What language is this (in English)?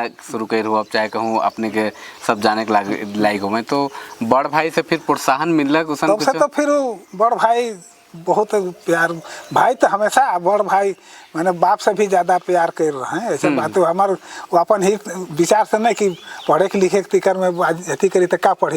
Sadri